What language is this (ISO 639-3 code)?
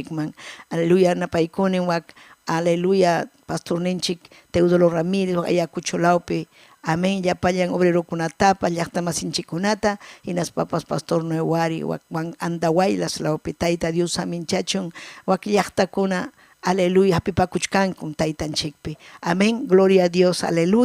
quy